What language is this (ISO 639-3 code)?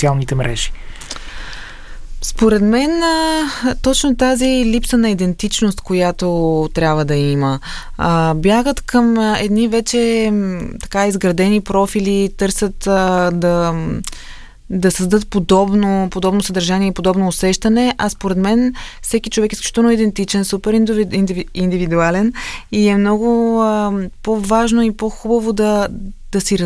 bul